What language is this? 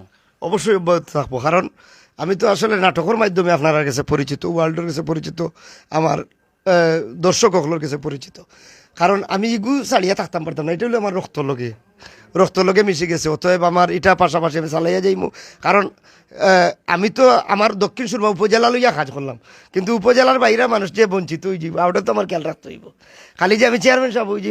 Sylheti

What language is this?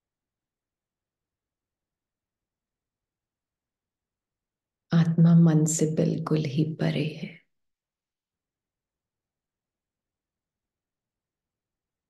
Hindi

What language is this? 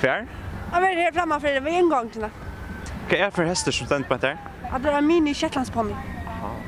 Faroese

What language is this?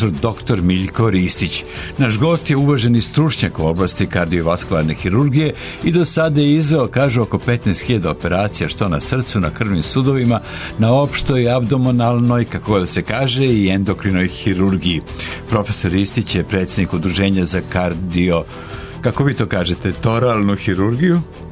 Serbian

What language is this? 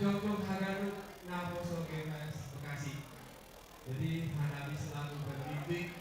Batak Simalungun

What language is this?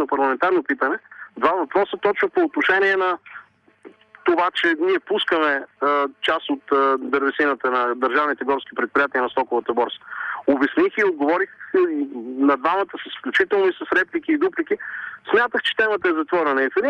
Bulgarian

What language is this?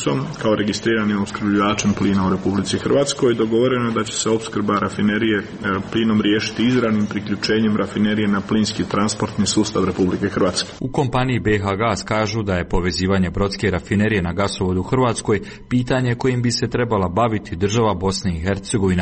Croatian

